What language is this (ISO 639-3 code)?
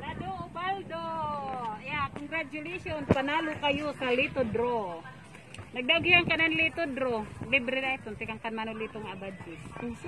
war